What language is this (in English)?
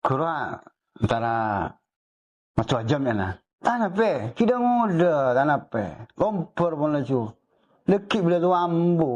Madurese